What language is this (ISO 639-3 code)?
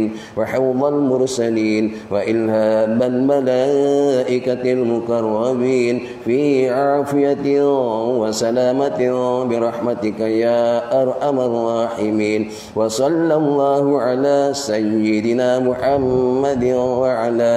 msa